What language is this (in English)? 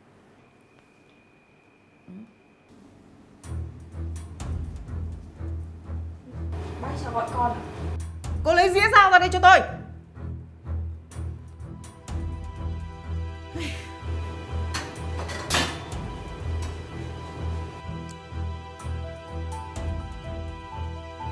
Vietnamese